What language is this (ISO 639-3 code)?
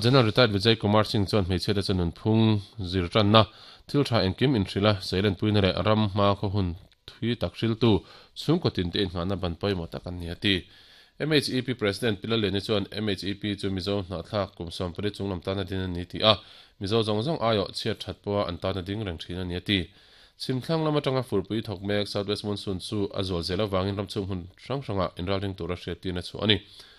lus